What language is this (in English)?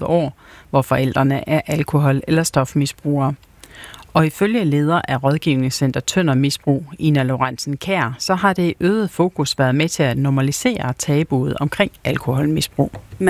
Danish